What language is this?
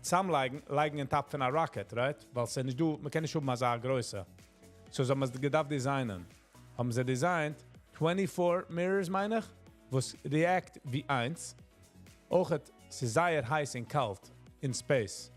Yiddish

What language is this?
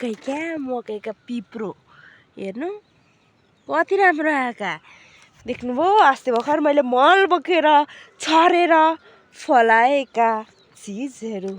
Nepali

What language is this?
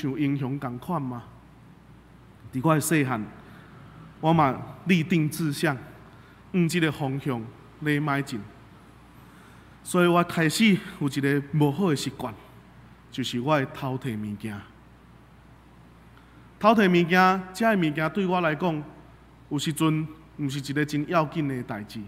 Min Nan Chinese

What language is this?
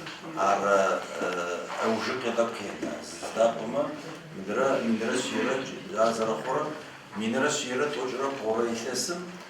Adyghe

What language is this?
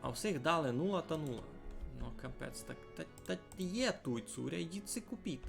Rusyn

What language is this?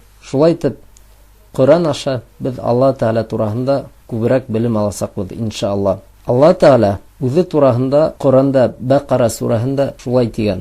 Bashkir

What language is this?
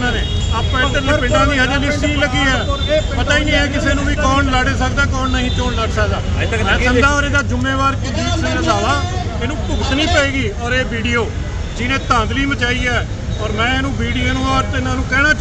Punjabi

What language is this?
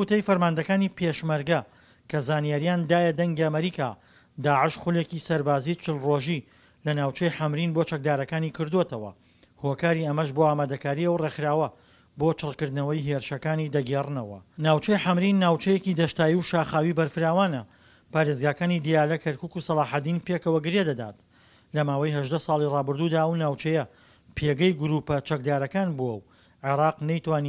Central Kurdish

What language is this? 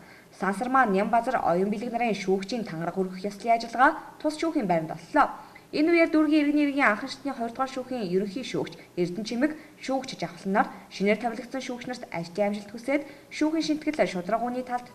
Mongolian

